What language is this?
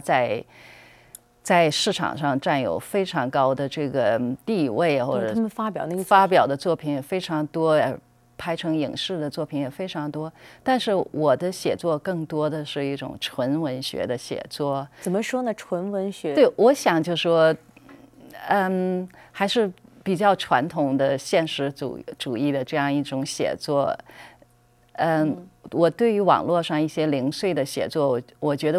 Chinese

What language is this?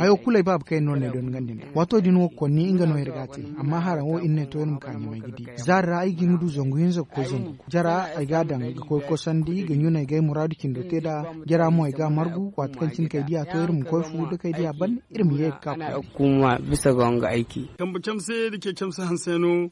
Zarma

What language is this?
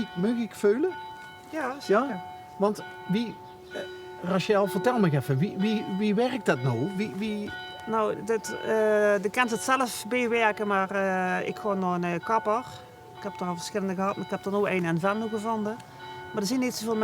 Limburgish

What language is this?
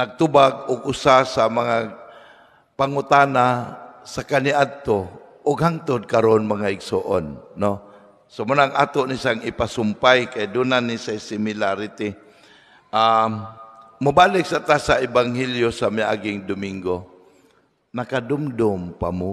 Cebuano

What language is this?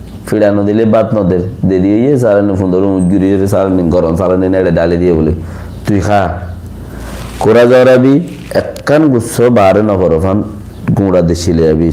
Rohingya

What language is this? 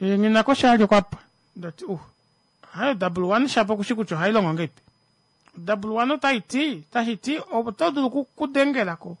Kuanyama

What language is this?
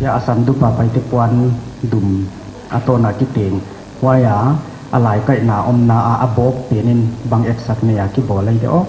Paite Chin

